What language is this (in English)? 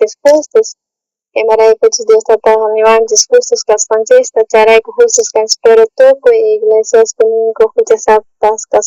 South Bolivian Quechua